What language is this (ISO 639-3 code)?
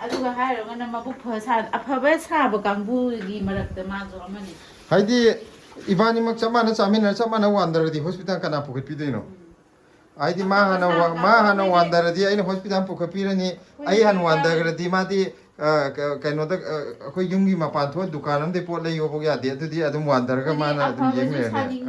mni